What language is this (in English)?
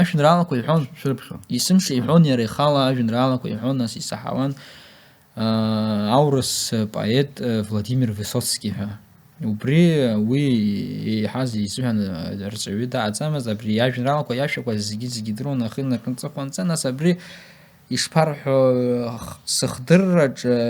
Abkhazian